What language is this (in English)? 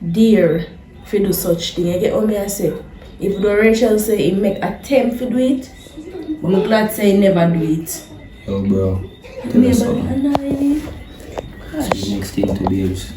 Jamaican Creole English